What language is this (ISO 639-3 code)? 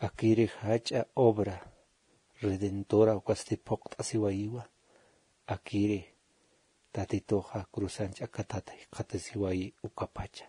aym